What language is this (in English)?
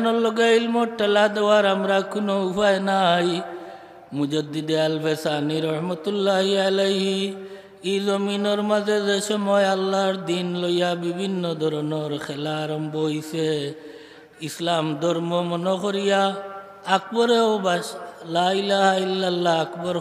Sylheti